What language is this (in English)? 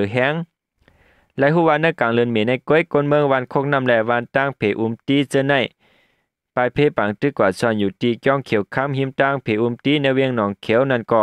Shan